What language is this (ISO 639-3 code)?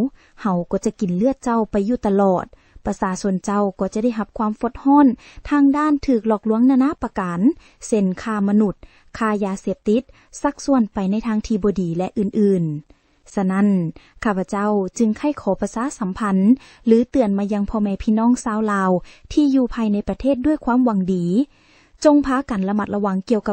lao